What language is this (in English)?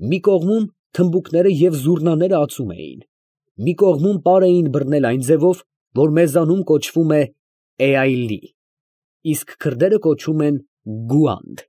Armenian